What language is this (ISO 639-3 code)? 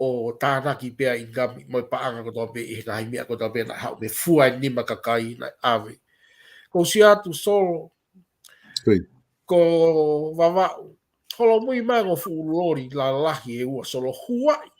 ton